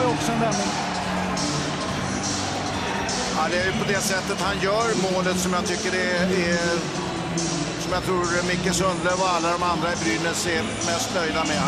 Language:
Swedish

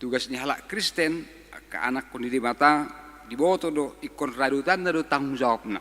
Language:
Batak Toba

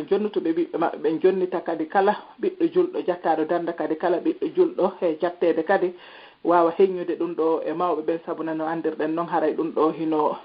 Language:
Fula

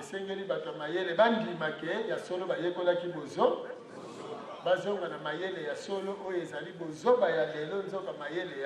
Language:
Lingala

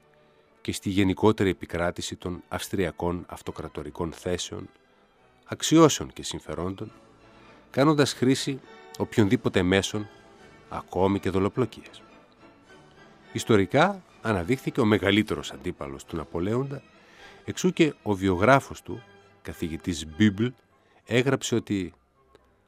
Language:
Greek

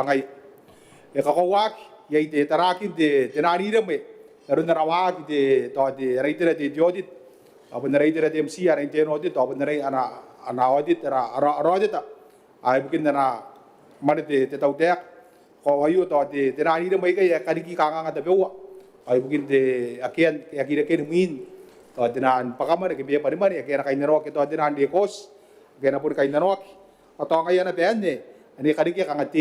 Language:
Gilbertese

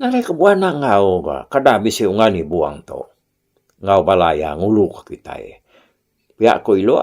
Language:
Iban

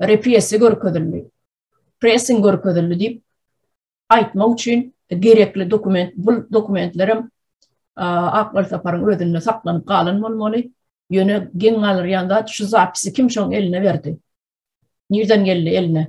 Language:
Turkmen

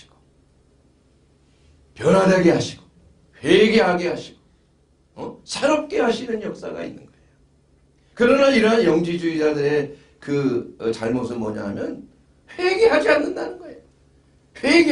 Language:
Korean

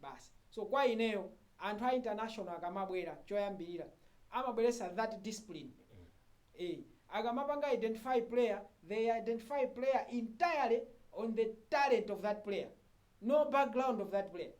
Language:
Nyanja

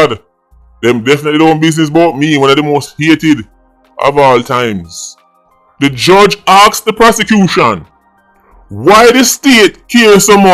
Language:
Jamaican Creole English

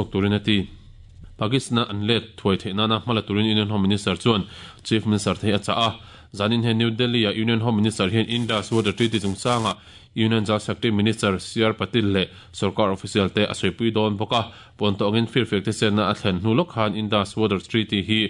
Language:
Mizo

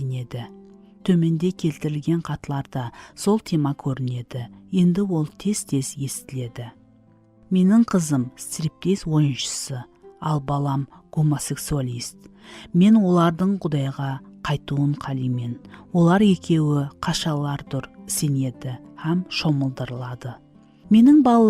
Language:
Kara-Kalpak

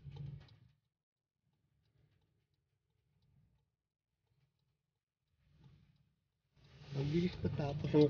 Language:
Filipino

